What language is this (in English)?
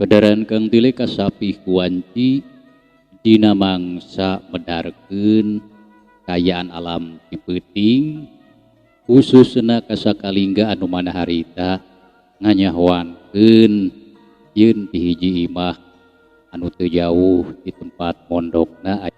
Sundanese